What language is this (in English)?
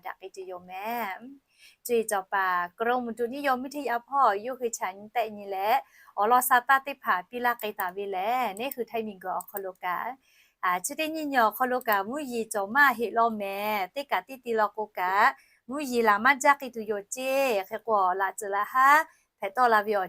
Lahu